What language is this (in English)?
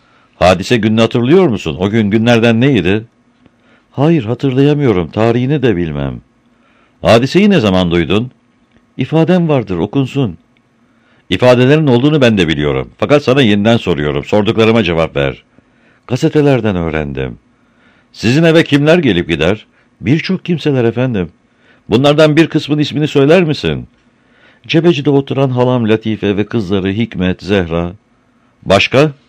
Turkish